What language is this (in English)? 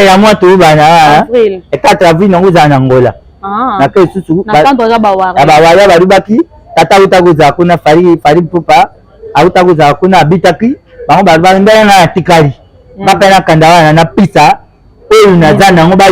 Lingala